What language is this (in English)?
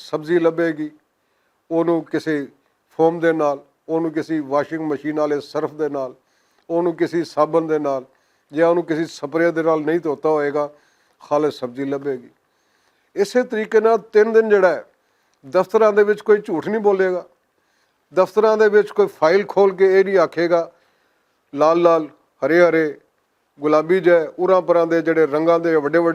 Western Panjabi